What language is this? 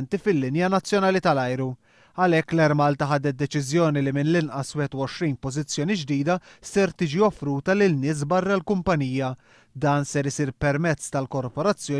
Maltese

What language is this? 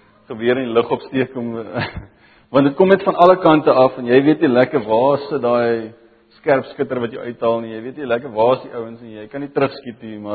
Afrikaans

